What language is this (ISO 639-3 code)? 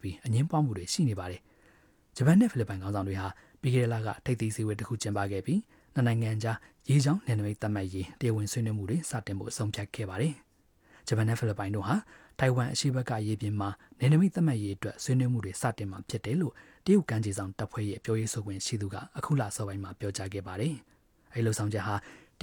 mya